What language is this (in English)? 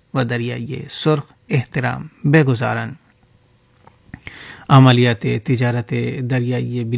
Persian